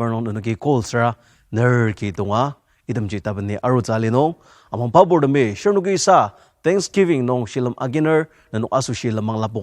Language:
Ao Naga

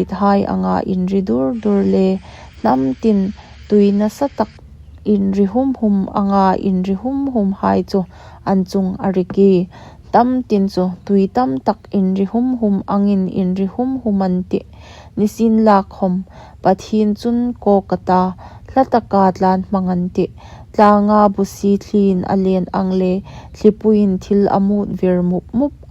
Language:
Hmar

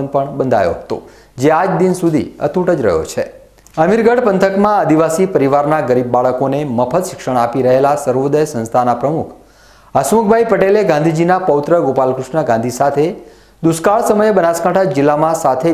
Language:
Gujarati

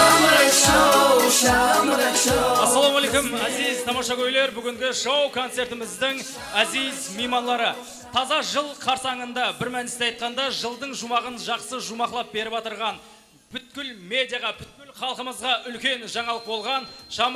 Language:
Kara-Kalpak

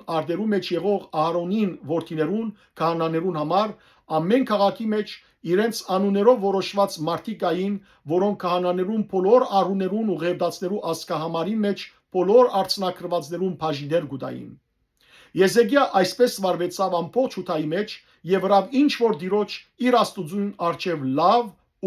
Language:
Western Armenian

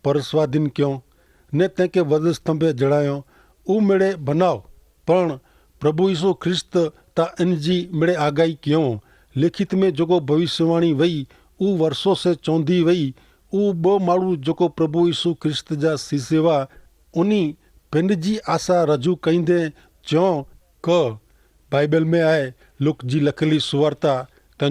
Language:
Kachhi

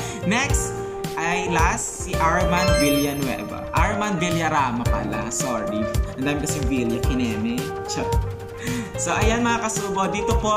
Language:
Filipino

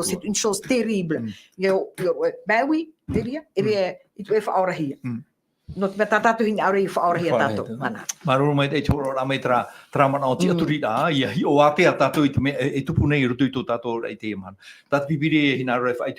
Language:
Tahitian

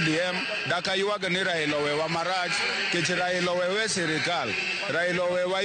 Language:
Luo (Kenya and Tanzania)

